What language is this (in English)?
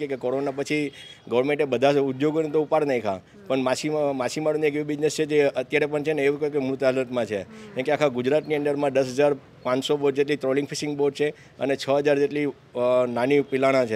Gujarati